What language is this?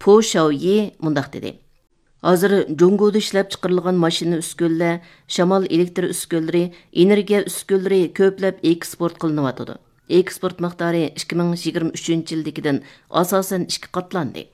Uyghur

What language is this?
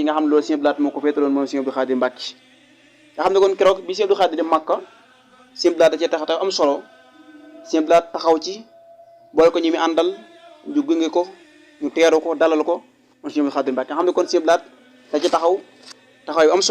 Wolof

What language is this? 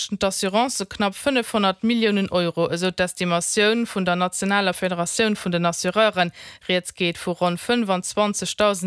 Luxembourgish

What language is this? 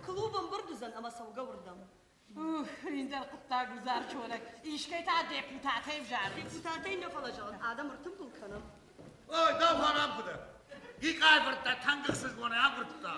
Ossetic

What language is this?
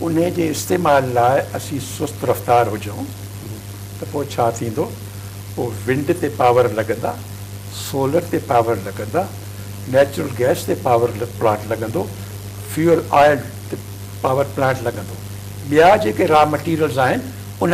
Sindhi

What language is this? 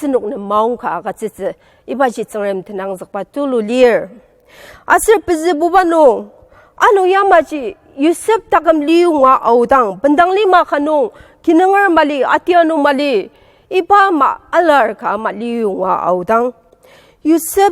Ao Naga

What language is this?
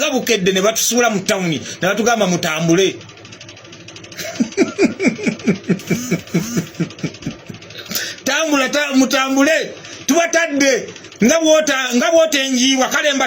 Ganda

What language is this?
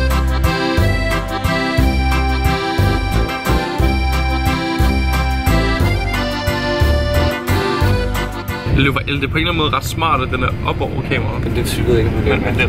Danish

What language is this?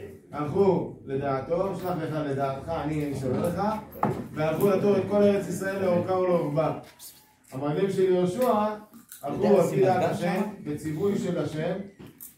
Hebrew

